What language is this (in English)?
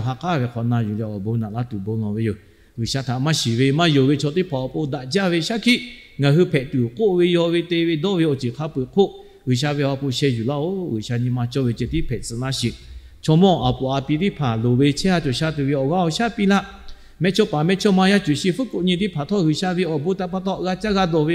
Lahu